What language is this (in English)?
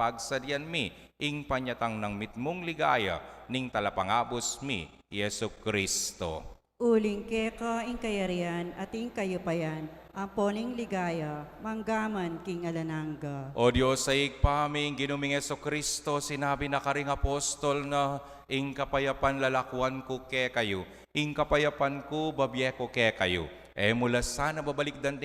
Pampanga